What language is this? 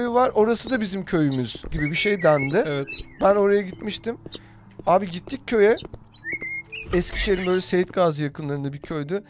Turkish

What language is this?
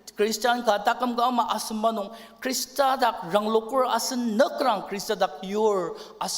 Ao Naga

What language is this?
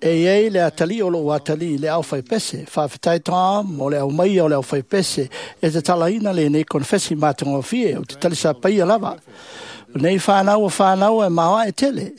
Samoan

